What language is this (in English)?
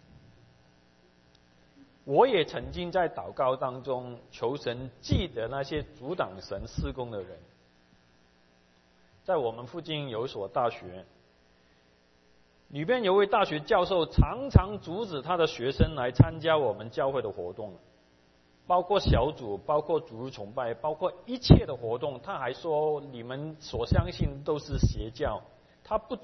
Chinese